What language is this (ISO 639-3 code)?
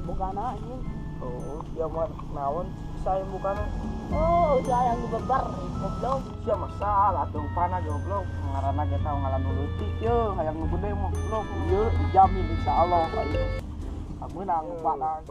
sun